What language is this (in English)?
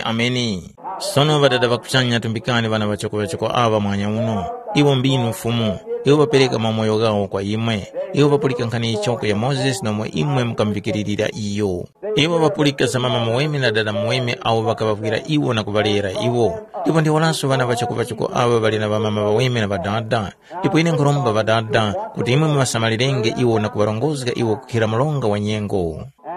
Tumbuka